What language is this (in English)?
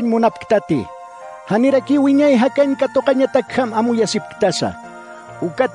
Aymara